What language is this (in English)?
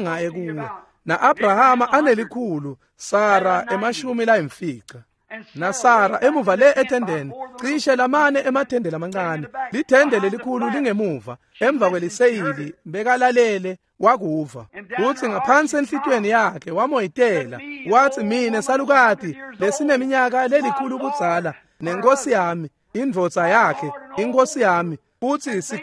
Swati